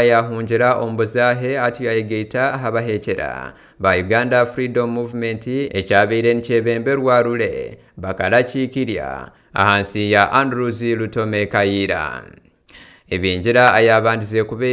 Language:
Nyankole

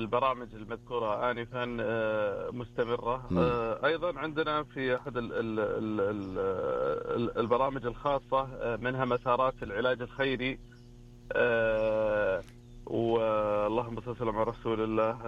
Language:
Arabic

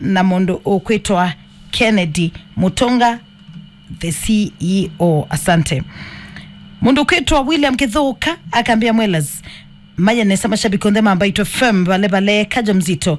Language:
Kamba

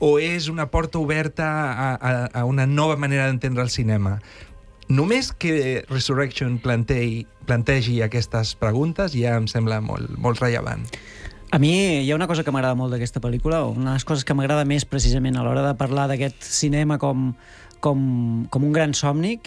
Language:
Catalan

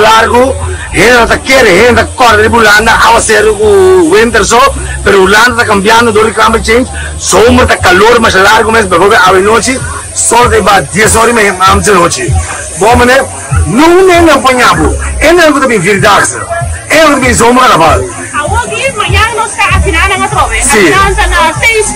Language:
Papiamento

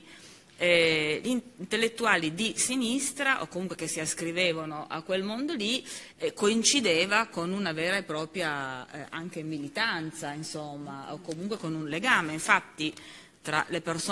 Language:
Italian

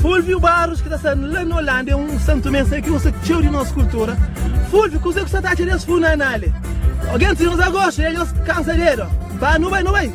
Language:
Kabuverdianu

